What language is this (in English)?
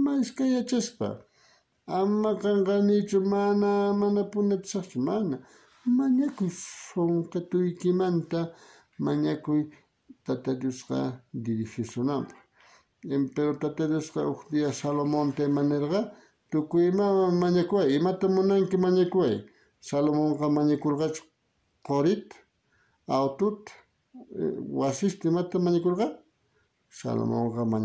South Bolivian Quechua